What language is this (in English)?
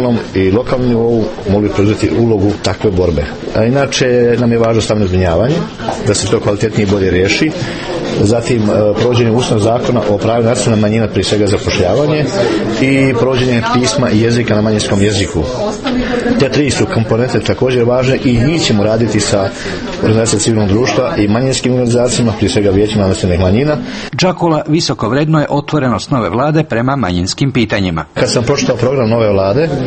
Croatian